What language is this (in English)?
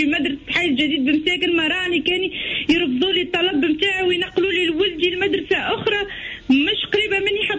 Tunisian Arabic